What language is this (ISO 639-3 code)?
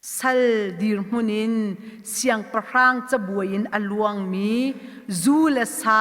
cnh